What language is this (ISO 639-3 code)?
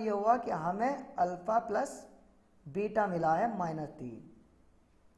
hin